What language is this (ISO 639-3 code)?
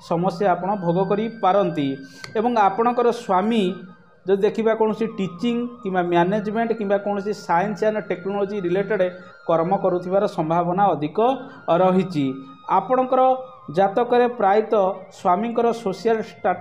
ori